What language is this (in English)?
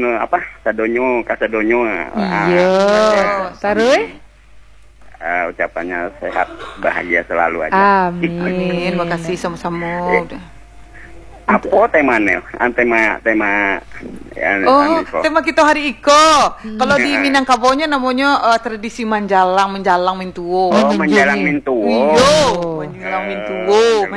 Indonesian